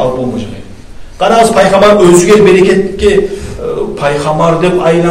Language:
Kumyk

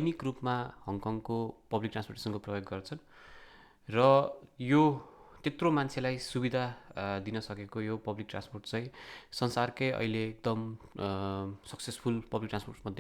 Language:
Nepali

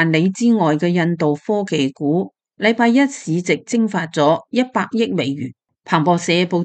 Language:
Cantonese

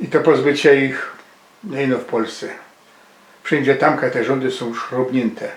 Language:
Silesian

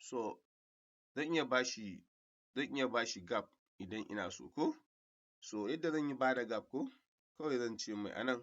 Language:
Hausa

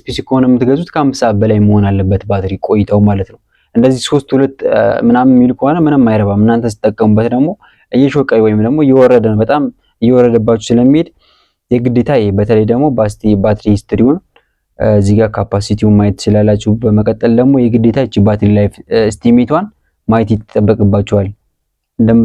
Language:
Amharic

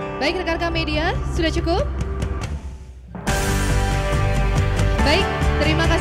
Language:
Indonesian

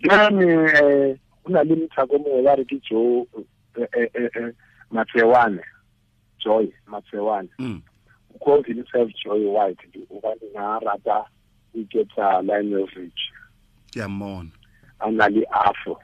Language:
Tswana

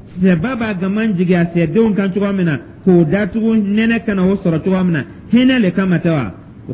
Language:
Dyula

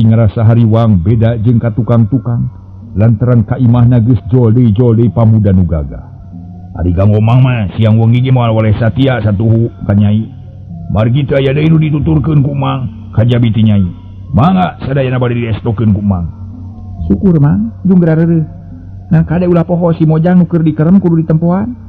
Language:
Sundanese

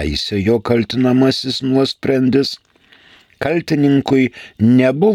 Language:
Lithuanian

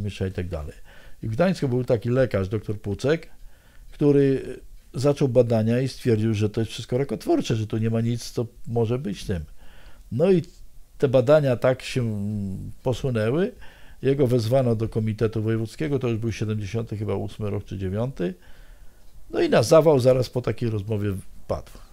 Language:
Polish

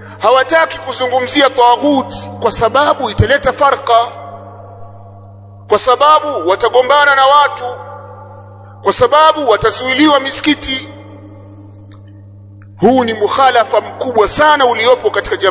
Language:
Swahili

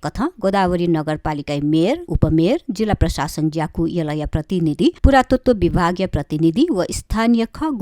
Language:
Newari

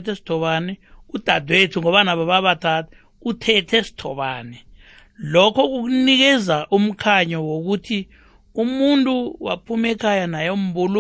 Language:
South Ndebele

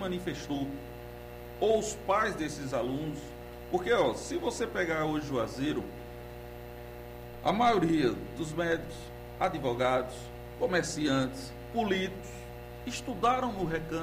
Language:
Portuguese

